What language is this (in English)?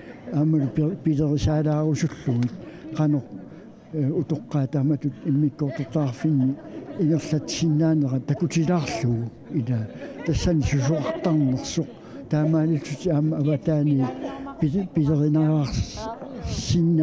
Kalaallisut